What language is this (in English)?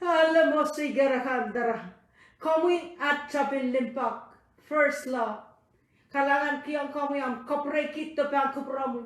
Pohnpeian